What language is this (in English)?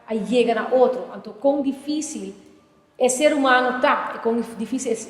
Papiamento